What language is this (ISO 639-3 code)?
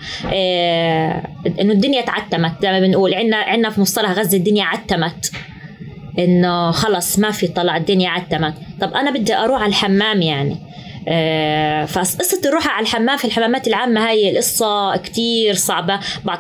apc